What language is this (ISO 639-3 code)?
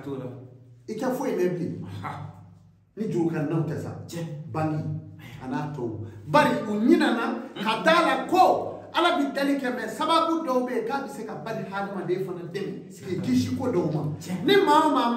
bam